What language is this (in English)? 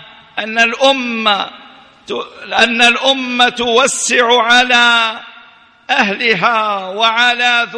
Arabic